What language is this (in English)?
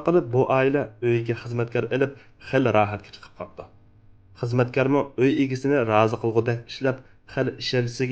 Uyghur